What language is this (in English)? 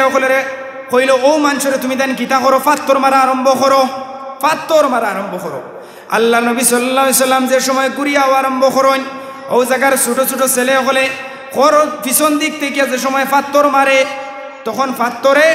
Sylheti